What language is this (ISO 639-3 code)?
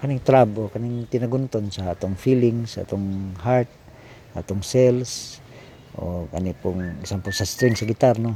ceb